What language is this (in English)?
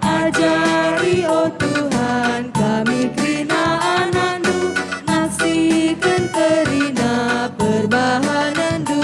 Batak Karo